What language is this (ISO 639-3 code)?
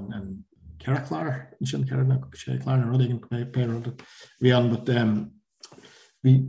gle